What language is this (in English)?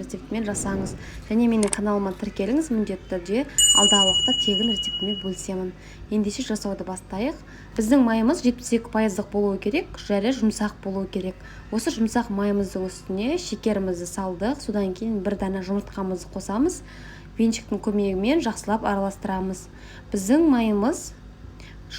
Kazakh